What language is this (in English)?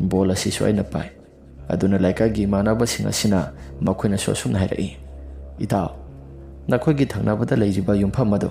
Manipuri